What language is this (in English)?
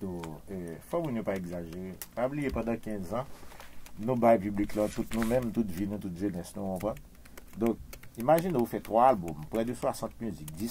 Haitian Creole